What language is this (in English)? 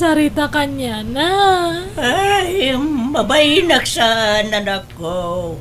Iloko